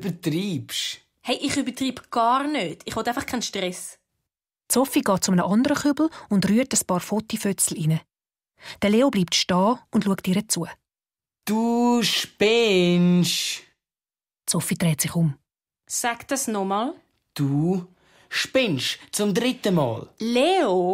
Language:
Swiss German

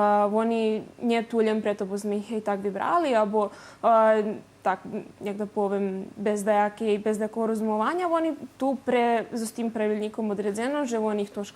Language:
Rusyn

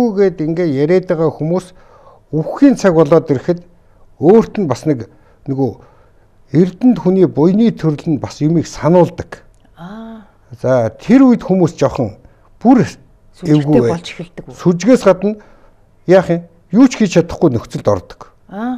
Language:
Mongolian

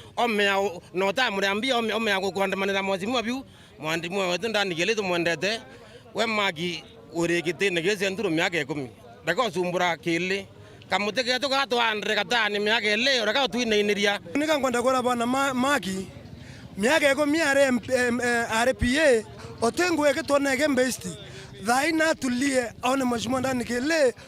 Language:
Meru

